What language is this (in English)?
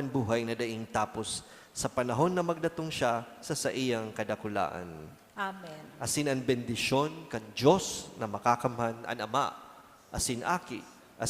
Bikol